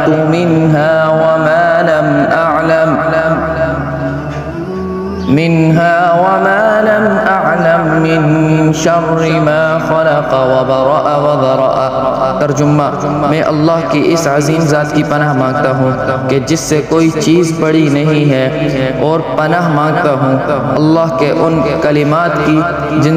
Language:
Urdu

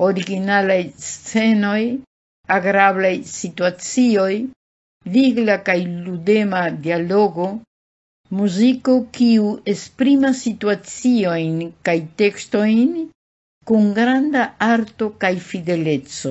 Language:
Esperanto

